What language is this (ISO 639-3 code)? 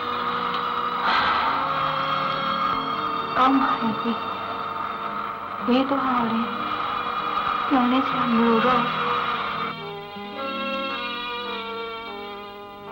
mya